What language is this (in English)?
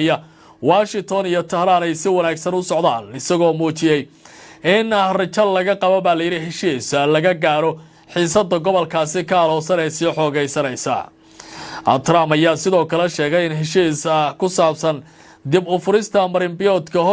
Somali